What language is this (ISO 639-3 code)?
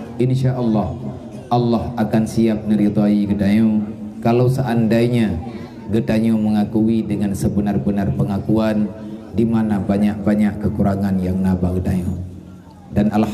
ace